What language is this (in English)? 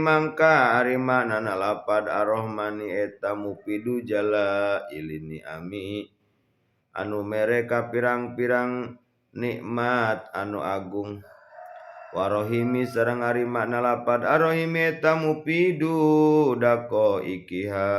Sundanese